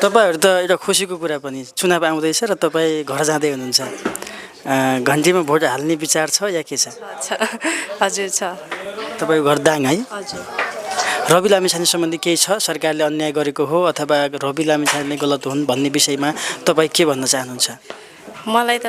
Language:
Nepali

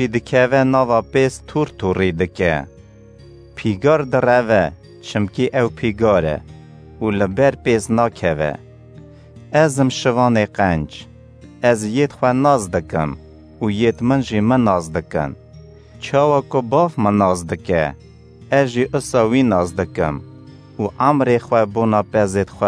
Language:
Kurdish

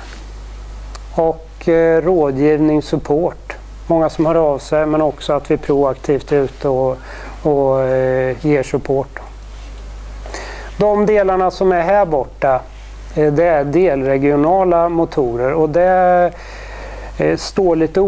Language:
Swedish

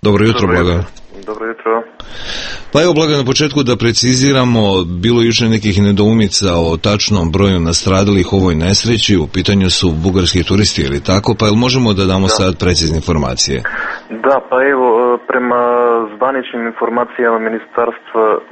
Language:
Serbian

